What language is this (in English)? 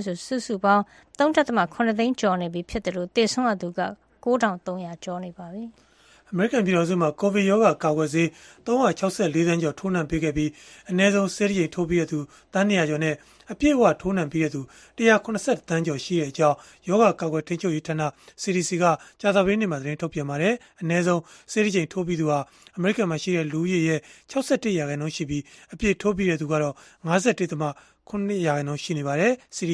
Burmese